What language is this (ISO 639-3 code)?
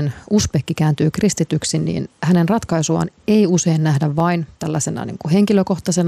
fin